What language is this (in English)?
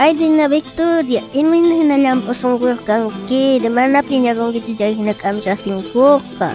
South Bolivian Quechua